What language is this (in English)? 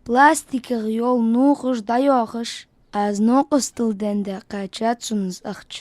Ingush